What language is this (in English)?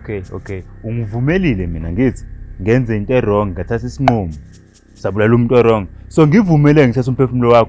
Zulu